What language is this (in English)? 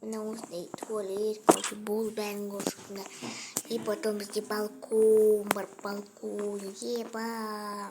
Kazakh